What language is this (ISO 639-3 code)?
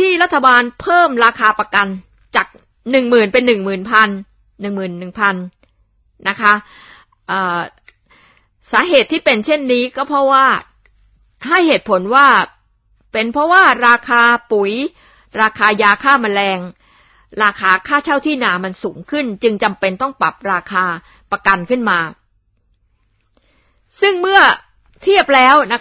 tha